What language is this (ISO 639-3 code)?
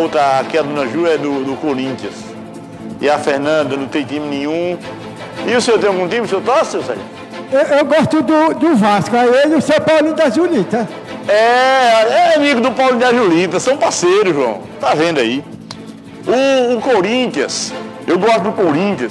por